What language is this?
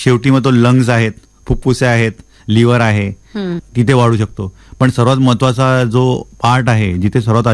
Marathi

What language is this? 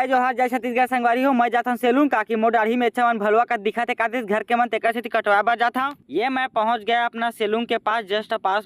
Chhattisgarhi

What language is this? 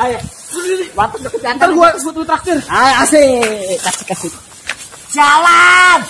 Betawi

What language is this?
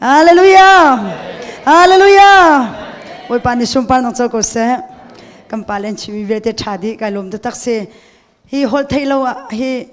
Hakha Chin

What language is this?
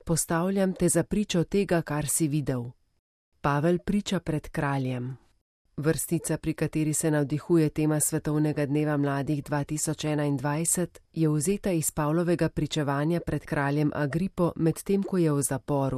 Slovenian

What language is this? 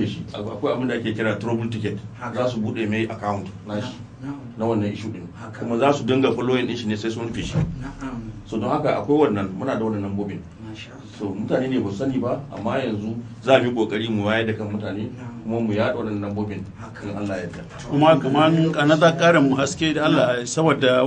Hausa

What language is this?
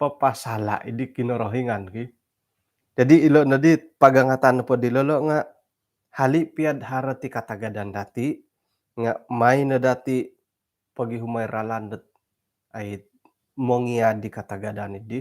Central Dusun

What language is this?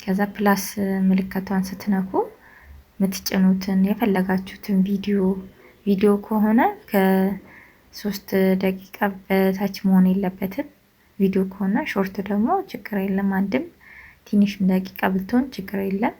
Amharic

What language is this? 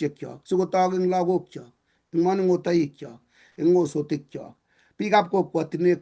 Kalenjin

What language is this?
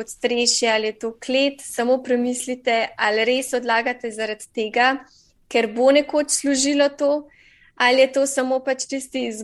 Slovenian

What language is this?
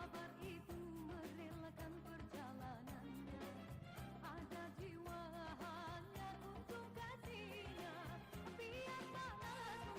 Betawi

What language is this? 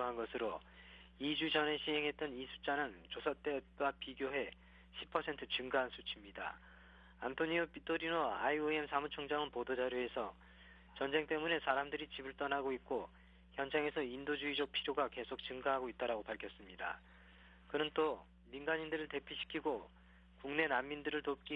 Korean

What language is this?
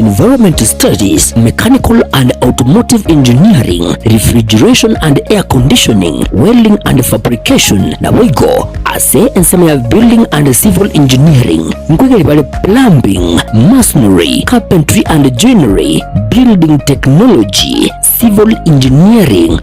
Gusii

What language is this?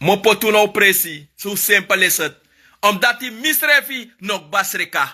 Sranan Tongo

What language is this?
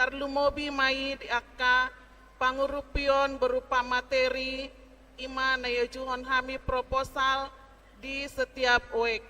Batak Toba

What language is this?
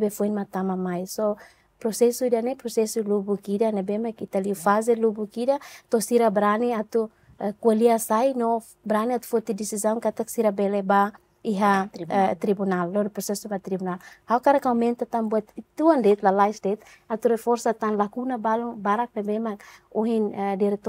Tetum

